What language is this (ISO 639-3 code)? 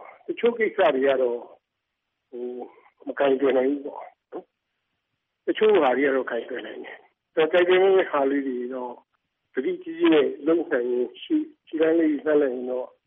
mya